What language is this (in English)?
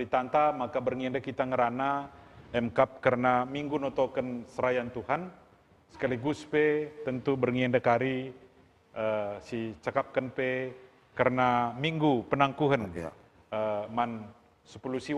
Batak Karo